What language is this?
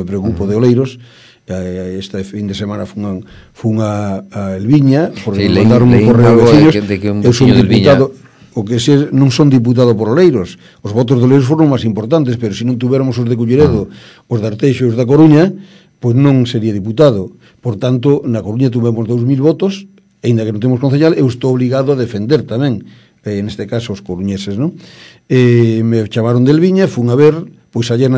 Galician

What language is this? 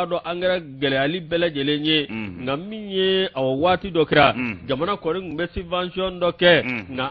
Bambara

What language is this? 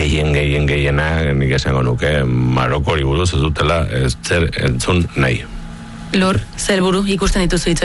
Basque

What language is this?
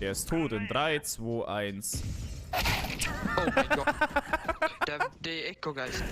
Bavarian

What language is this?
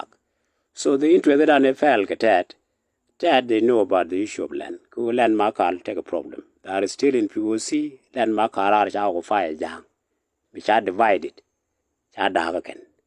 Nuer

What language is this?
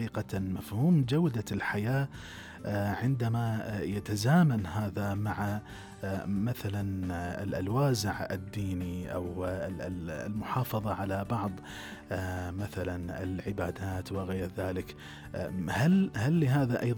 Gulf Arabic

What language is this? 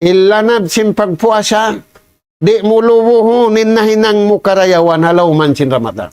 Tausug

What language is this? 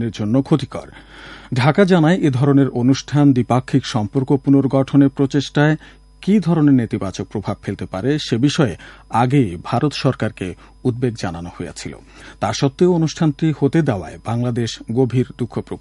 Bangla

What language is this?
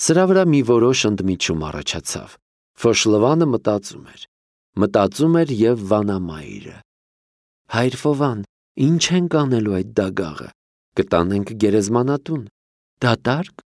Armenian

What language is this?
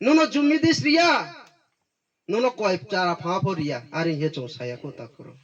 Riang (India)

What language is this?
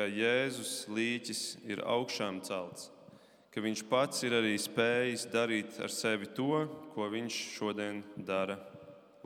Latvian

